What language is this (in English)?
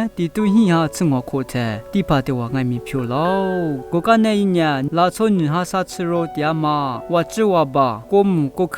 Lisu